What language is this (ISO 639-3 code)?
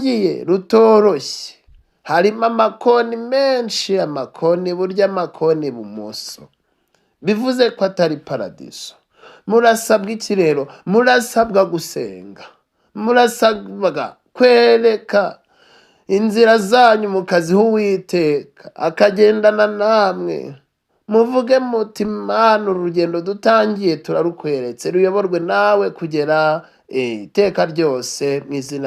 kin